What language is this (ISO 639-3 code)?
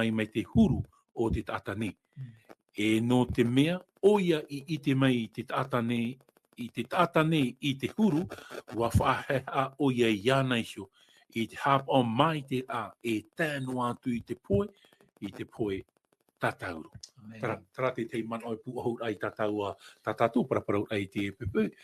tah